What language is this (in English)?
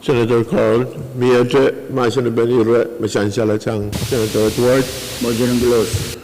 Pohnpeian